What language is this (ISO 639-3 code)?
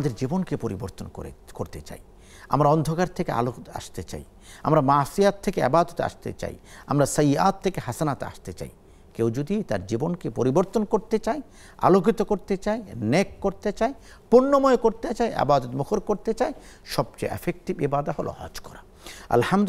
ben